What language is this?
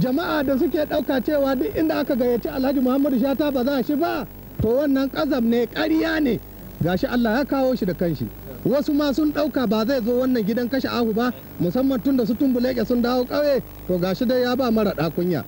Hausa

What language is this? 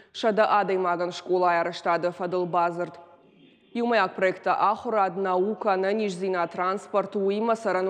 Ossetic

